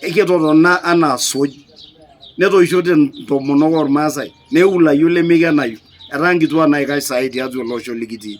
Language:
Masai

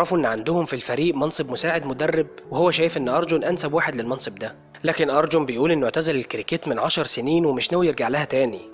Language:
Egyptian Arabic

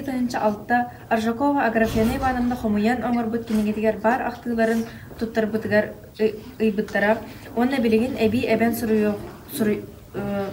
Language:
Yakut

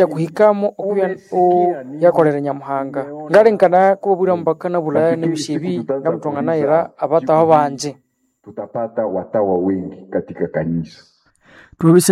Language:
Nande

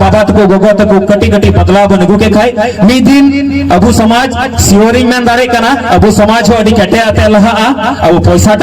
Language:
Santali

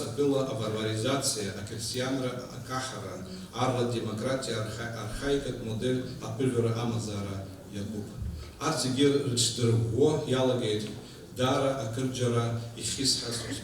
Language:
Abkhazian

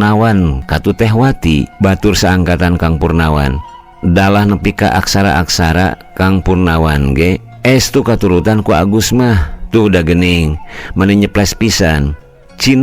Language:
Sundanese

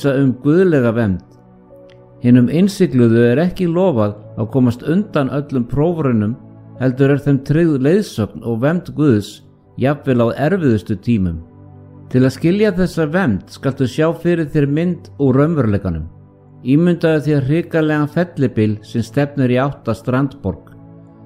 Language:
Icelandic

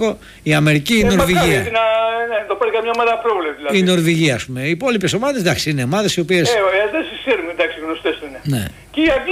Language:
Greek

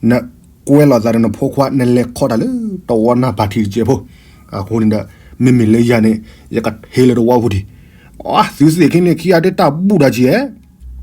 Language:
S'gaw Karen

